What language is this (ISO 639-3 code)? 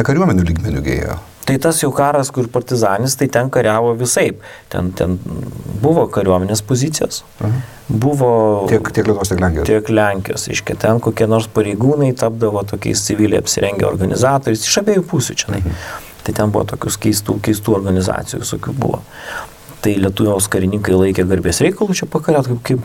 lit